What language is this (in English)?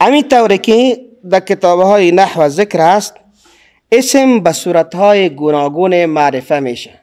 Persian